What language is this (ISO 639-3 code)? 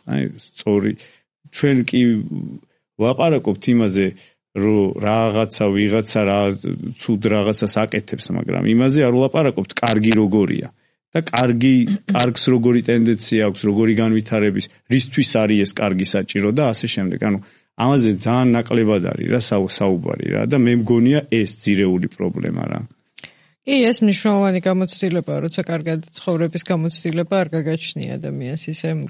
kat